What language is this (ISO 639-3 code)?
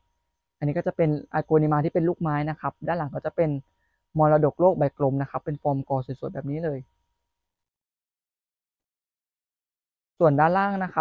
tha